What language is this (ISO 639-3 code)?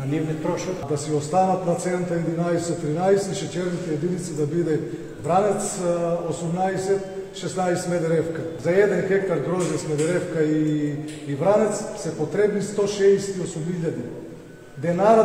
mkd